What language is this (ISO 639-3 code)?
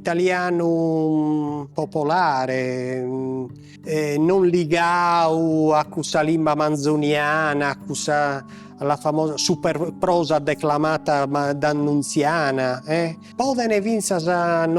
srd